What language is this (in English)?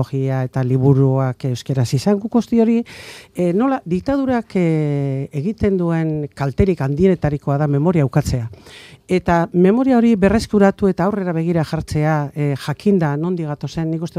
Basque